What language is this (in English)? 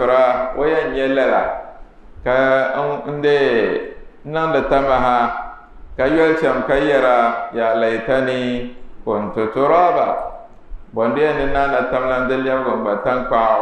Dagbani